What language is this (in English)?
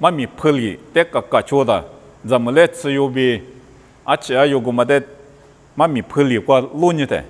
Lisu